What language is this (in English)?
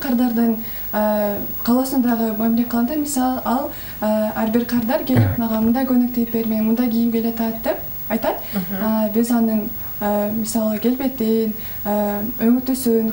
Kyrgyz